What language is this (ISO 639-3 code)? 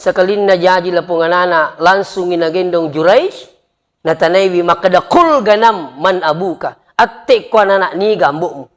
bug